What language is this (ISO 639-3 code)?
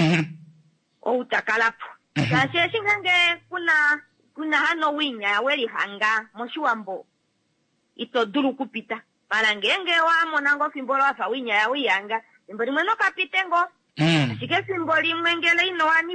kua